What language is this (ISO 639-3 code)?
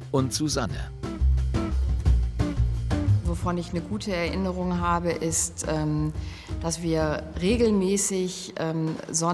deu